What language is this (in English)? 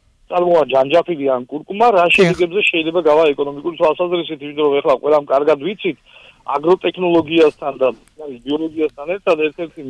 Georgian